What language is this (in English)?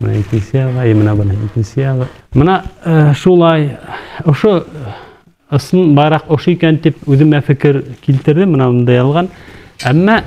Bashkir